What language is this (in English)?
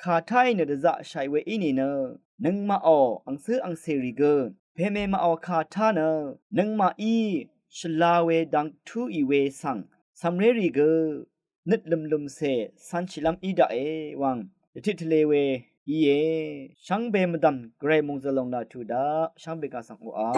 Rawang